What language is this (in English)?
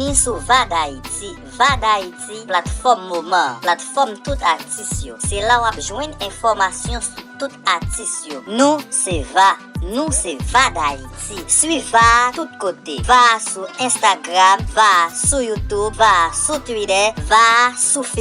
Haitian Creole